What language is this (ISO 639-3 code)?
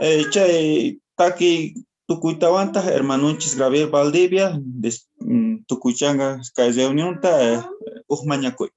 quh